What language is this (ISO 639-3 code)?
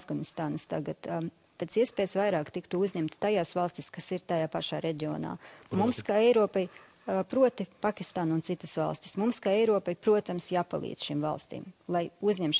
lav